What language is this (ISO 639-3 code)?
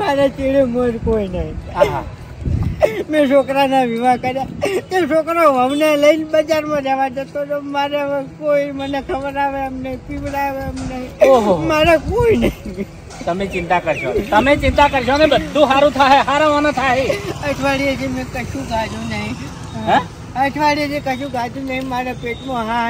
guj